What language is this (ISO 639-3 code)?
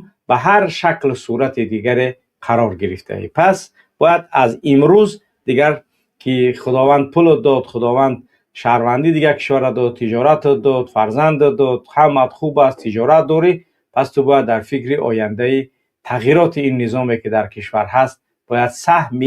tgk